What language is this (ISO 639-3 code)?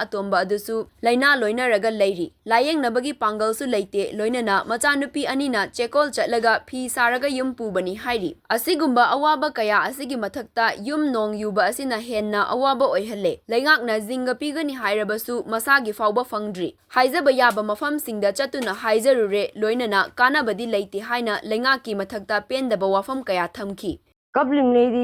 mni